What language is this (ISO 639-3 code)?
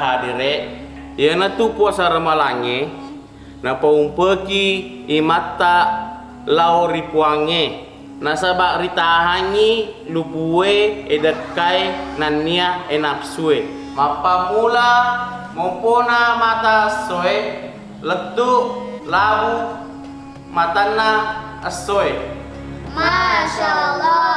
bug